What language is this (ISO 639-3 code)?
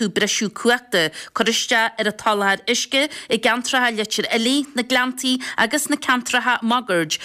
gle